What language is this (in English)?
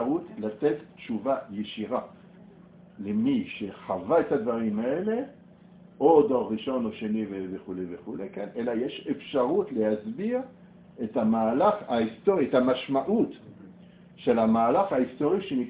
Hebrew